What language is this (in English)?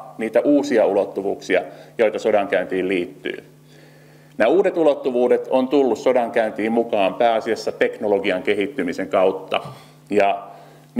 Finnish